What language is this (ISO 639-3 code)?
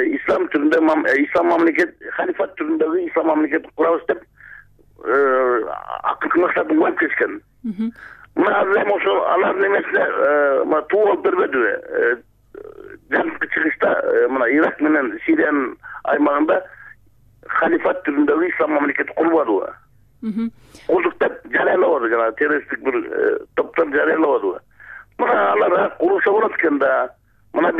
kir